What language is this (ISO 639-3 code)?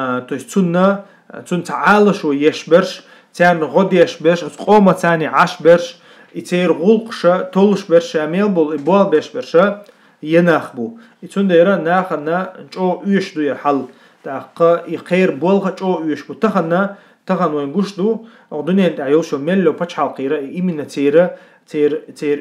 che